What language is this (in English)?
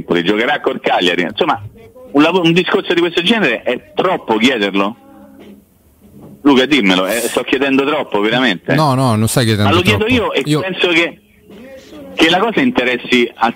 Italian